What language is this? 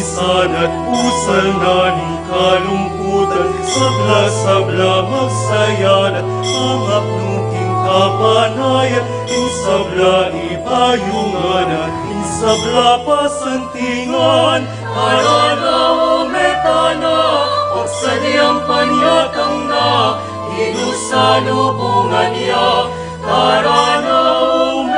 Pampanga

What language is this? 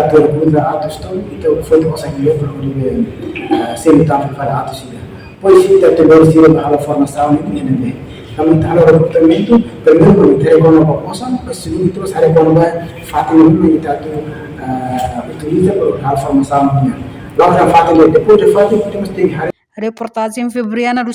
Tetum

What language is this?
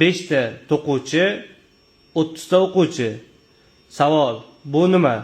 Uzbek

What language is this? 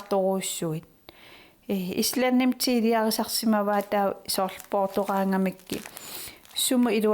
Kalaallisut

